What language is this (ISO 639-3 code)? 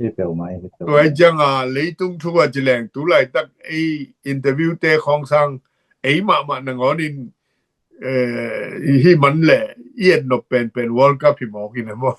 ctd